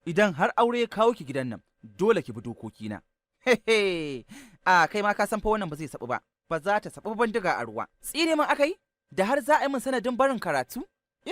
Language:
Hausa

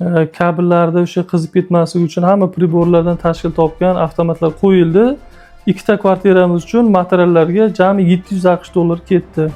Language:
Uzbek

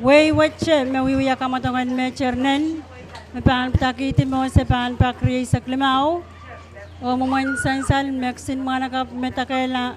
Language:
Pohnpeian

